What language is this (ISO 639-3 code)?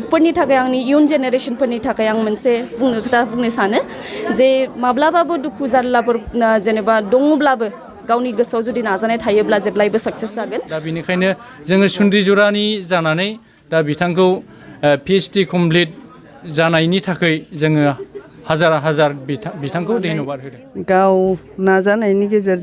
brx